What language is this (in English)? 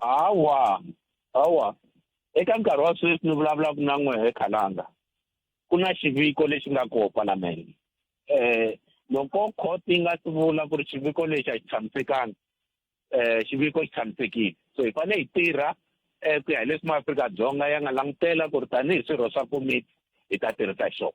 Tsonga